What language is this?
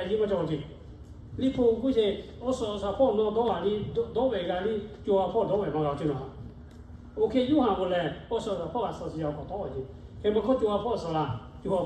Lahu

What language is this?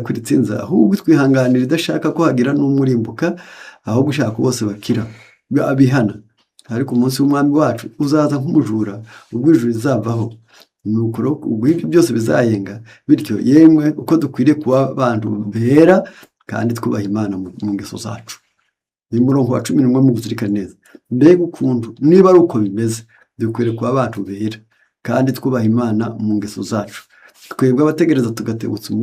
Kinyarwanda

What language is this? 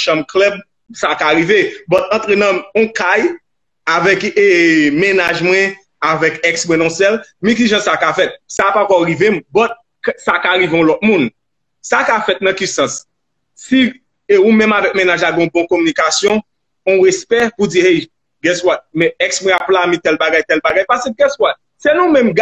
Haitian Creole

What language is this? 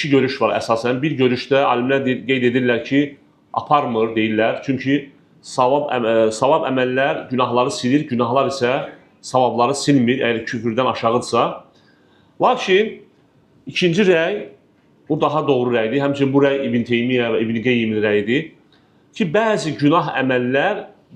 Azerbaijani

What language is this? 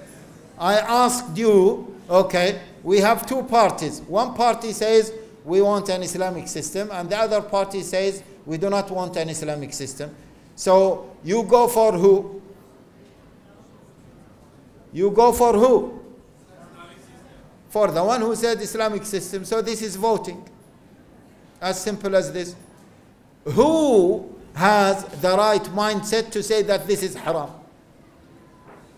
English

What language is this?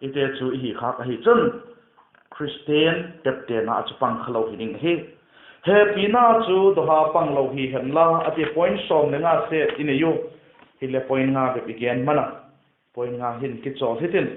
Vaiphei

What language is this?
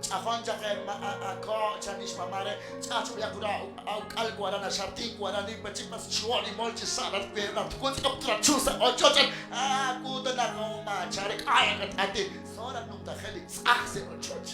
Kekchí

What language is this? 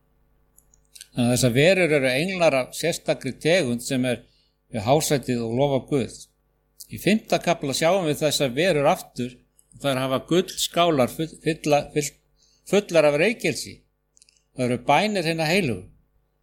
Icelandic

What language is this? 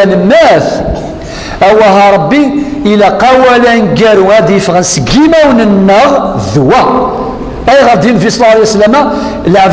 Kabyle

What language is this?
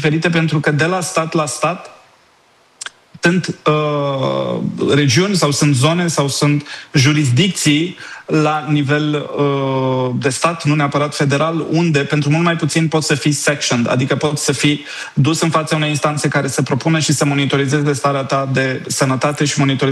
Romanian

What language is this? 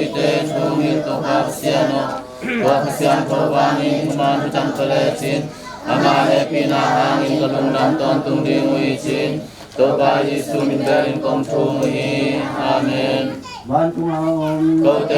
Tedim Chin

